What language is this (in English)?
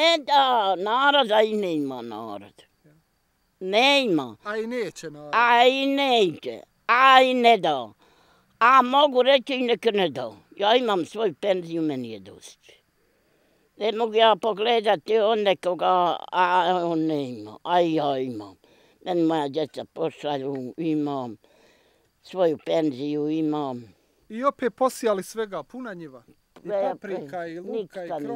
Bosnian